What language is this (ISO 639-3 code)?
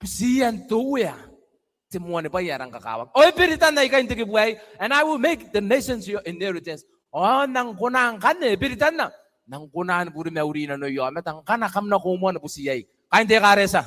gil